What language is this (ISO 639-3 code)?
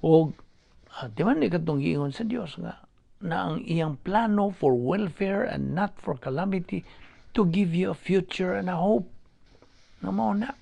ceb